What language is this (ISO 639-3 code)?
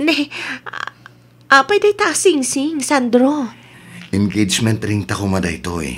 ilo